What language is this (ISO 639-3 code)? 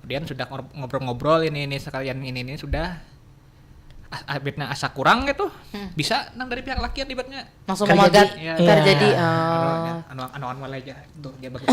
bjn